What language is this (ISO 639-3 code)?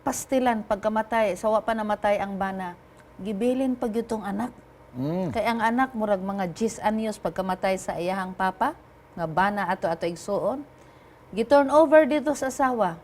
ceb